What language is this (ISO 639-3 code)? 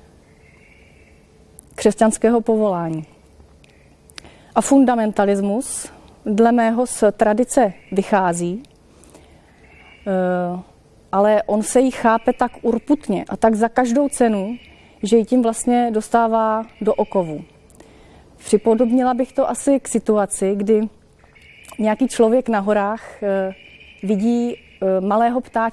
ces